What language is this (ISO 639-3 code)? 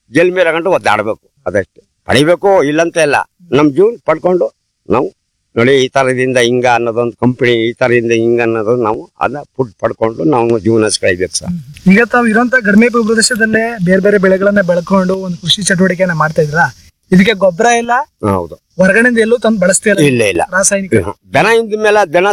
kan